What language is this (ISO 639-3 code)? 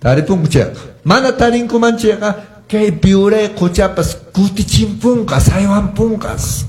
que